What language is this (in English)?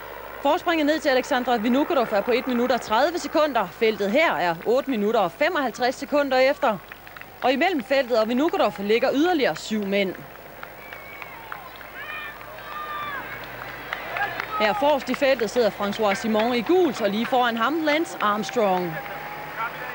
Danish